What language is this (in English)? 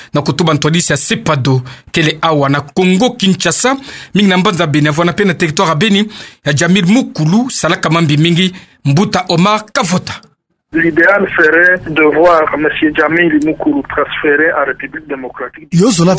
Kituba (Democratic Republic of Congo)